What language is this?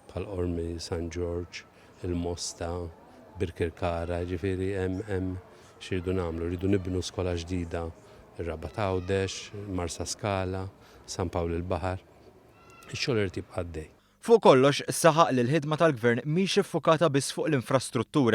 Maltese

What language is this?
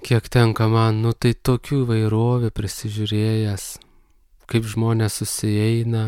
Lithuanian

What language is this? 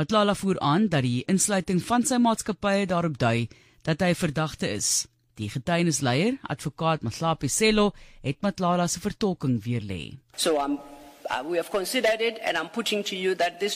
Afrikaans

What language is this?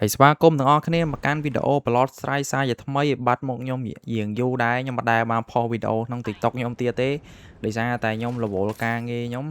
Khmer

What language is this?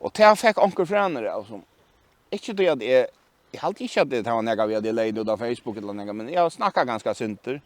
Faroese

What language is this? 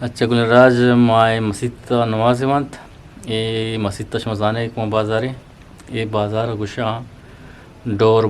Eastern Balochi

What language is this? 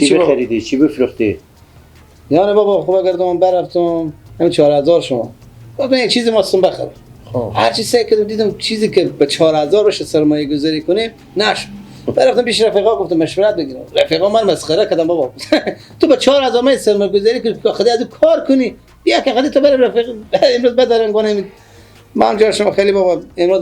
Persian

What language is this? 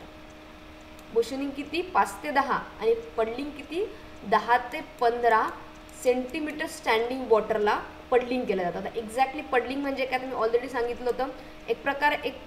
Marathi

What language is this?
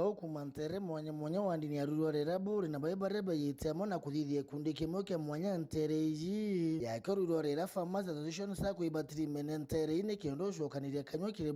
Meru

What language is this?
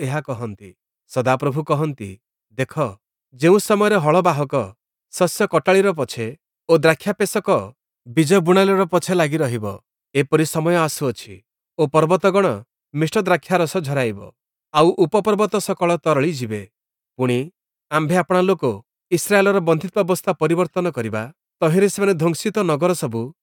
Odia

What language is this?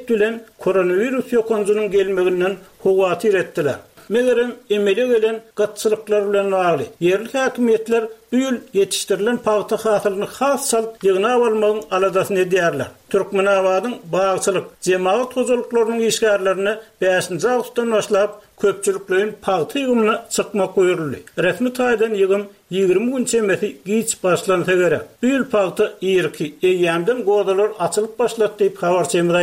Turkmen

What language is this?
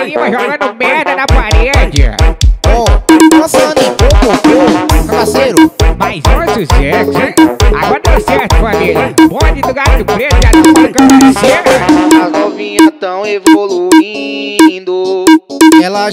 Portuguese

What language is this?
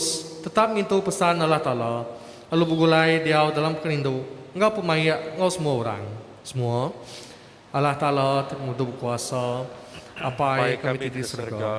Iban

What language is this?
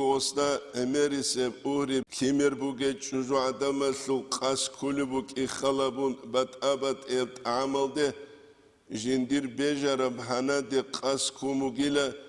Avaric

